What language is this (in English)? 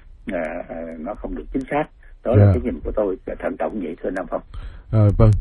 Vietnamese